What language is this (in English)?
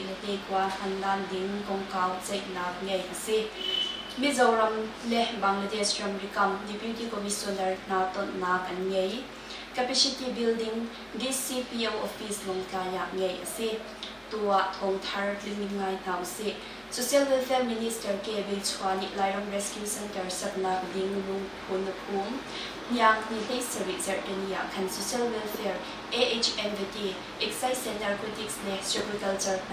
Hakha Chin